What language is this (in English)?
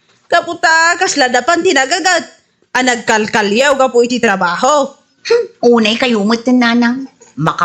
Iloko